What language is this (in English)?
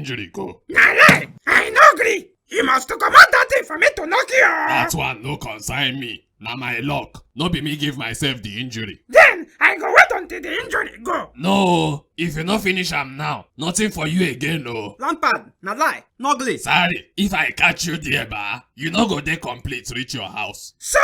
Nigerian Pidgin